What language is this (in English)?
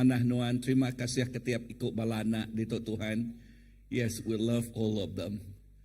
Iban